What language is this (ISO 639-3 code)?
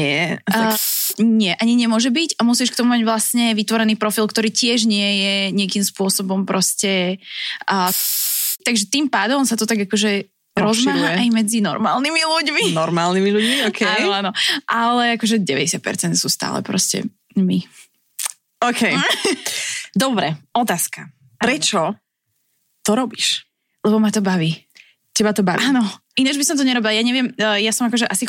slk